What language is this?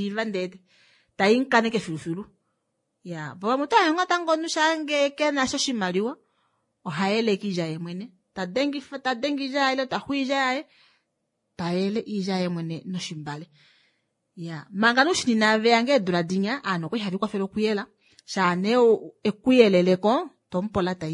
Kuanyama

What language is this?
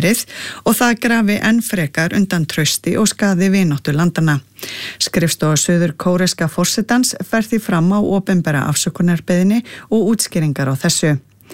Icelandic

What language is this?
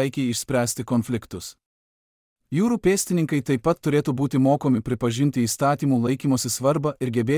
Lithuanian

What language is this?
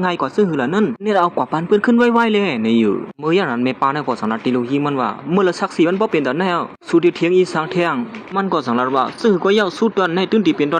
Shan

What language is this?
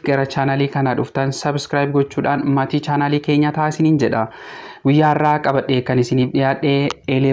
Oromo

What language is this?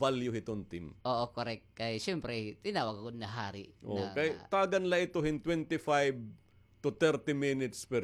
Waray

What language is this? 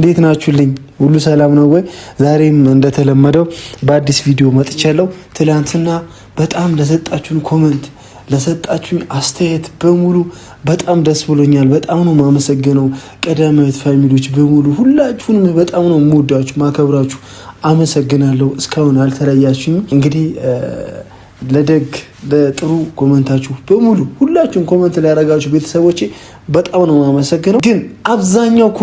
Amharic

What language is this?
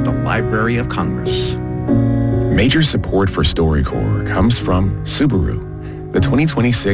English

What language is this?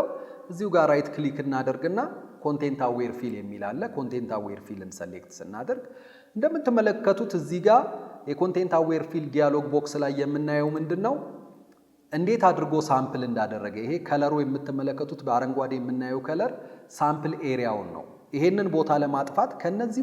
Amharic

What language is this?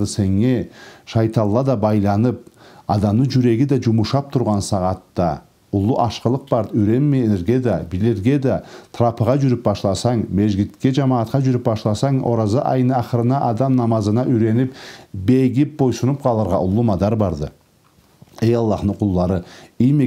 Karachay-Balkar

